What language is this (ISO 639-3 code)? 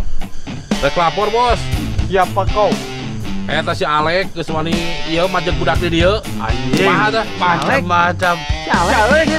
sun